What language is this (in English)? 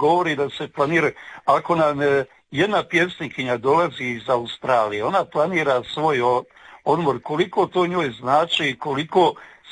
Croatian